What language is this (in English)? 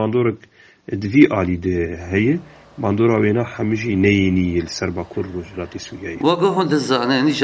Kurdish